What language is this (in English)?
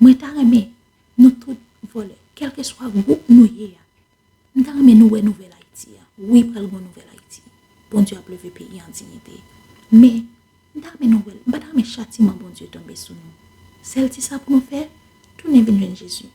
Haitian Creole